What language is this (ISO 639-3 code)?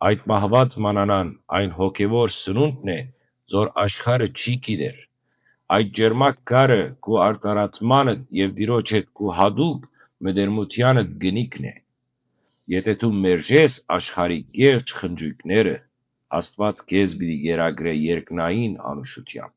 hyw